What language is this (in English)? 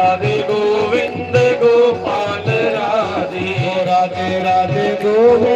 Dogri